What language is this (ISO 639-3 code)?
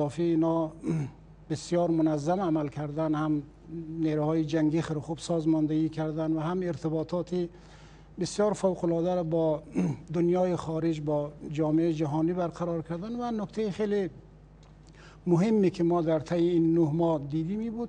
fas